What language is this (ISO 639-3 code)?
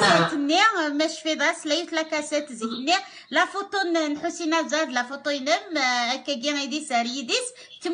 kab